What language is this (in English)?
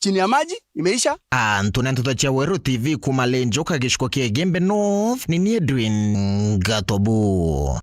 Meru